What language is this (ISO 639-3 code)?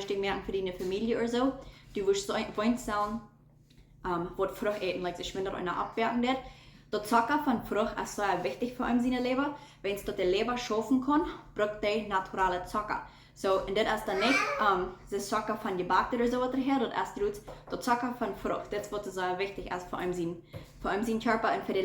pdt